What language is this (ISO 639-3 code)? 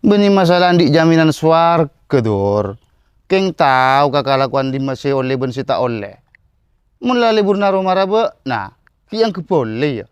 mad